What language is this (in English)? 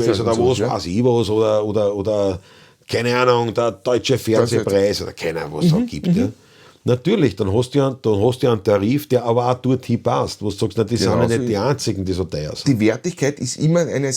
Bavarian